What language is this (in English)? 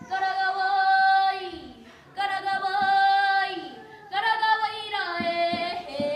Māori